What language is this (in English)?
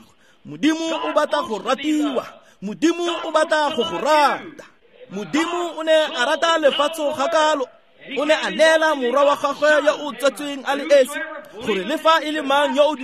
Tswana